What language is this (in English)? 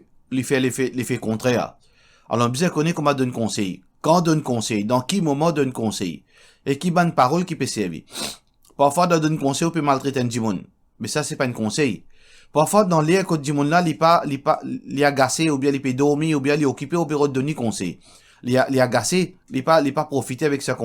Morisyen